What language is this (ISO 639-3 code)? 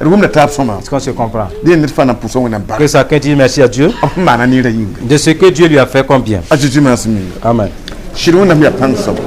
mos